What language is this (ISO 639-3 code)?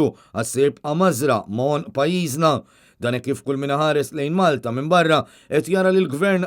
mlt